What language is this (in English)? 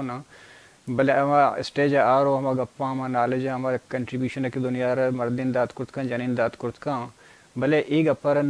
Baluchi